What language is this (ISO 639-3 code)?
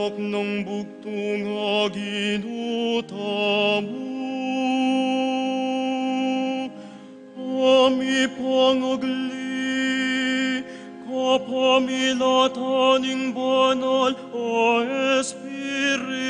pam